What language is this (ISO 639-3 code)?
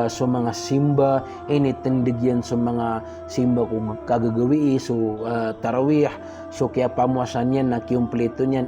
mrw